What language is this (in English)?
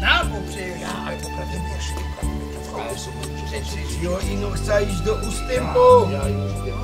Silesian